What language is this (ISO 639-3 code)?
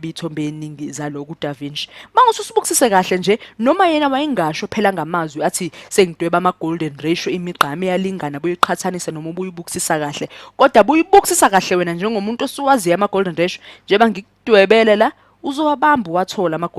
zul